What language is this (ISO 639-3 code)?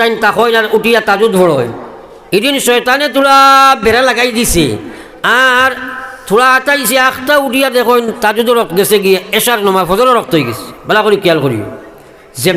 syl